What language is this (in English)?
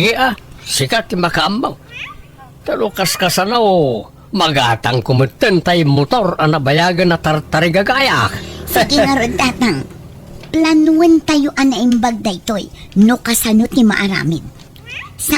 Iloko